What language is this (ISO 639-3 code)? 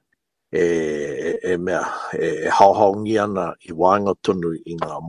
mri